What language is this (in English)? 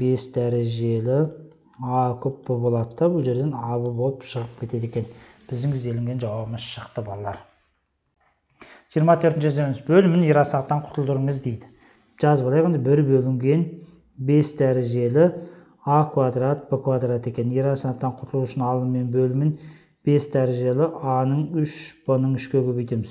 Kazakh